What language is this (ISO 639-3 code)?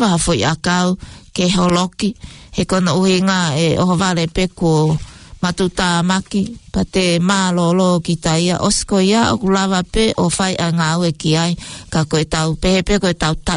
ton